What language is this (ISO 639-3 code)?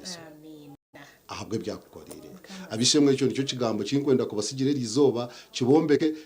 nyn